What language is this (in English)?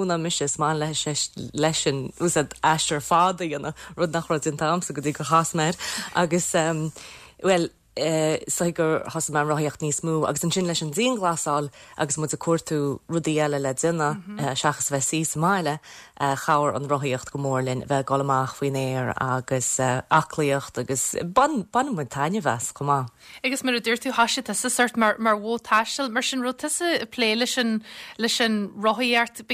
Irish